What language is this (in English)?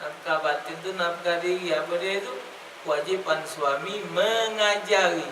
Musi